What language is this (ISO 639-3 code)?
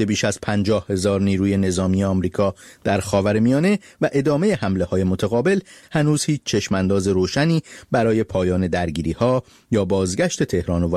fas